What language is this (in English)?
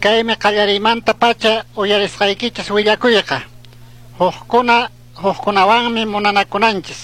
Chimborazo Highland Quichua